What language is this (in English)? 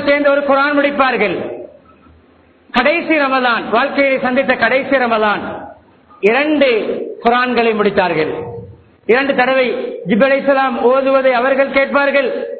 Tamil